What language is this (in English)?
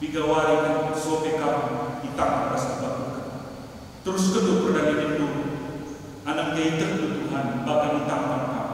Batak Karo